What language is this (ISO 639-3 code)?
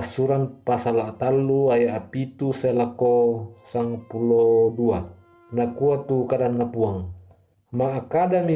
sda